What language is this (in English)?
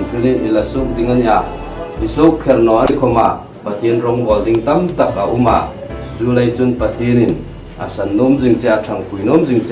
Hmar